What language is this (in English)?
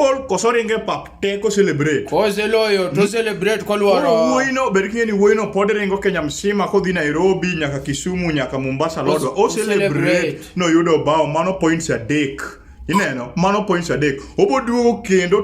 Luo (Kenya and Tanzania)